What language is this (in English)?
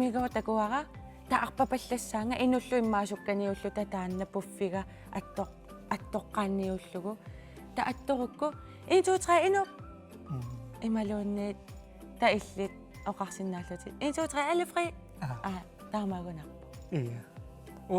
Kalaallisut